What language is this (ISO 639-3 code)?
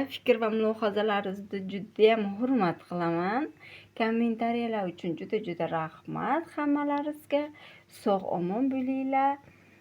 uzb